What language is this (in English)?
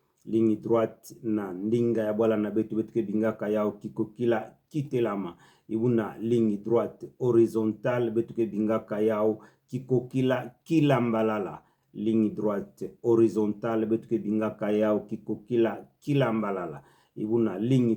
Kituba (Democratic Republic of Congo)